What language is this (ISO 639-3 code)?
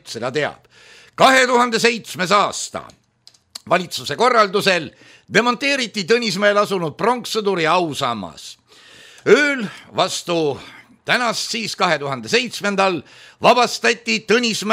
est